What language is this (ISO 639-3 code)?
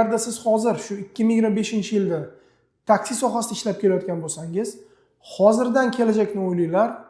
uzb